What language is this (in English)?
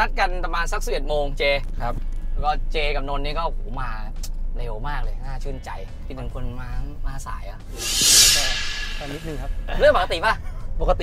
Thai